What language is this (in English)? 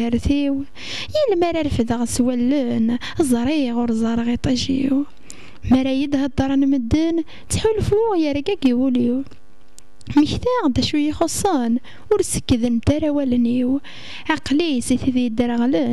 Kabyle